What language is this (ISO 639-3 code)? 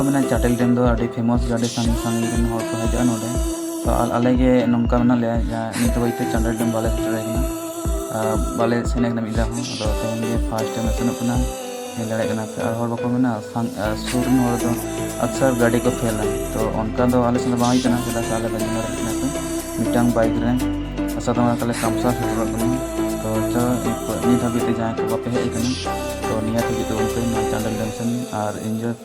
sat